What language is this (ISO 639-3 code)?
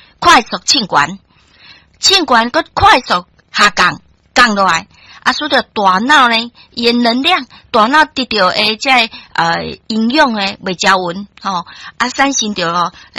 nan